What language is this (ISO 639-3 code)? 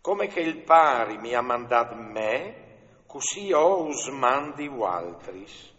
fur